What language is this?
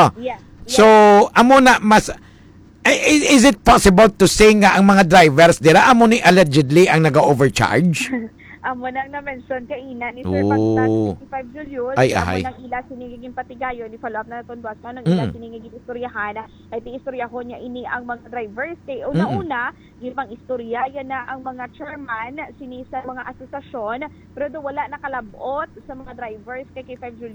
Hiligaynon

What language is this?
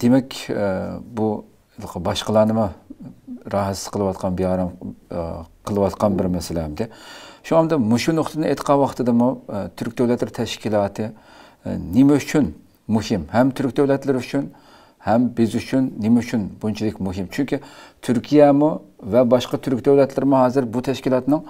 Uyghur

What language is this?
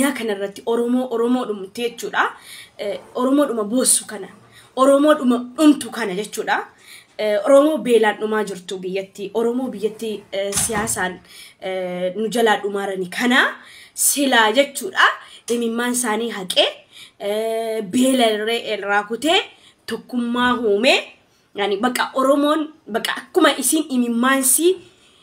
Oromo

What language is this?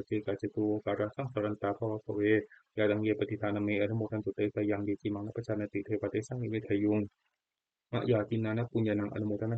Pali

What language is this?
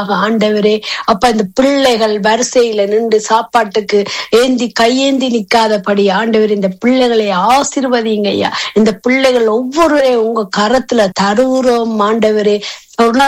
Tamil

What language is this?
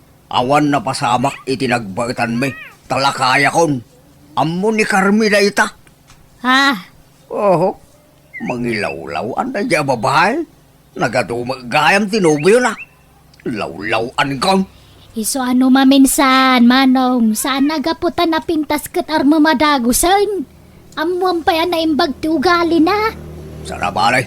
Iloko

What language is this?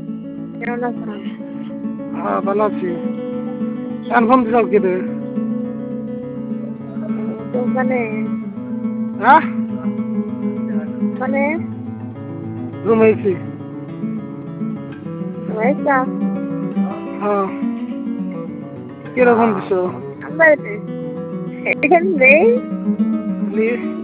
Bangla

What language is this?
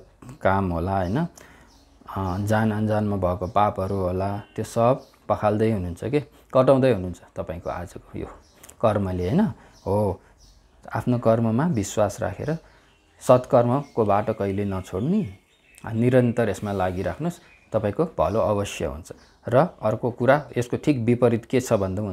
Nepali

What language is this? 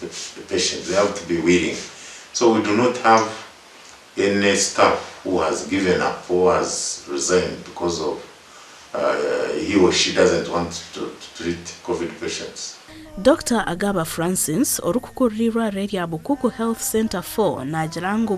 Nyankole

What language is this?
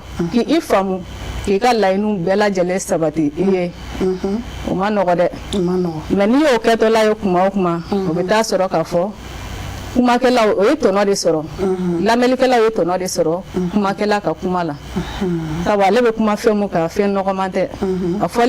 Bambara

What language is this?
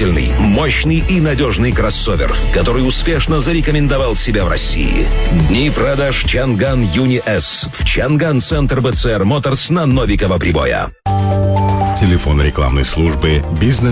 Russian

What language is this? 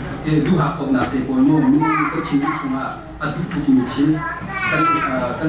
Hakha Chin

